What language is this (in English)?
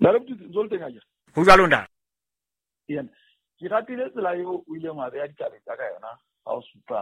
Southern Sotho